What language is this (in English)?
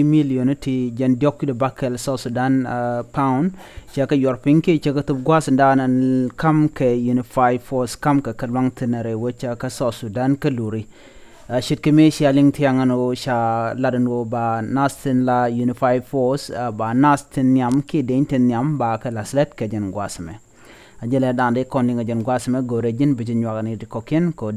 Nuer